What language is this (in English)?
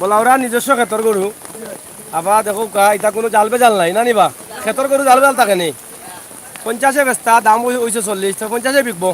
Sylheti